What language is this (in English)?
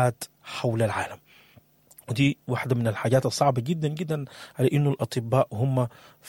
Sudanese Arabic